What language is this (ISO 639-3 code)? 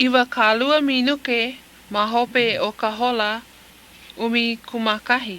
haw